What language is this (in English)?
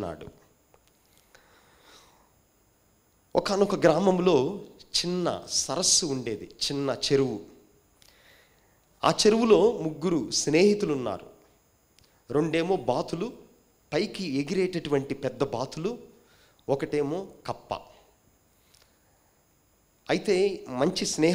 Telugu